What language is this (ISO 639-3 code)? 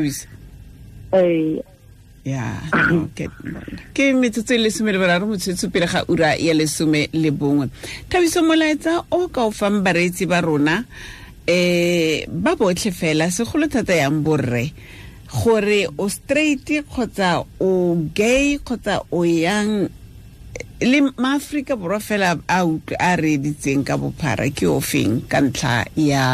tsn